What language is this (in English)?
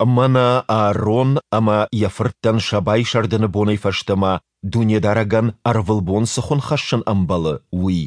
Ossetic